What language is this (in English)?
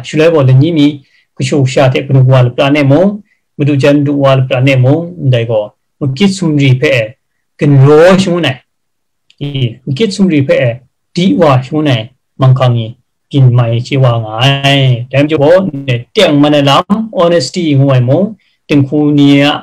Kachin